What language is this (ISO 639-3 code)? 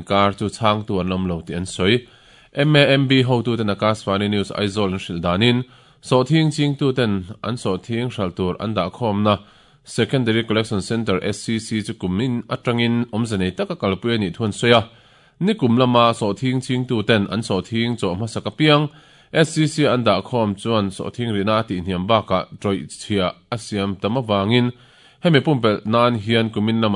lus